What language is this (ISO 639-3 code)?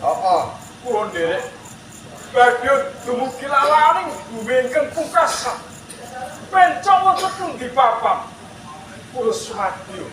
jav